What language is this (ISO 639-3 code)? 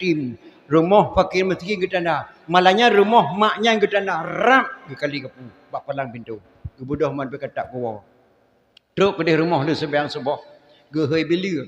ace